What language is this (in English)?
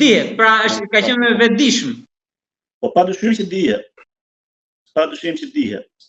Albanian